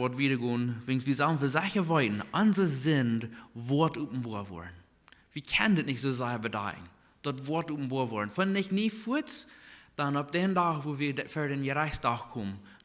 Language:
Plautdietsch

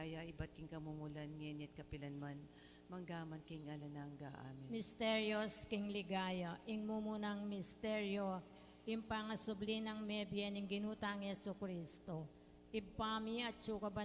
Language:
Pampanga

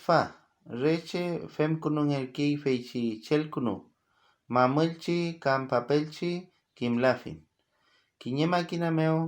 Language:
Mapuche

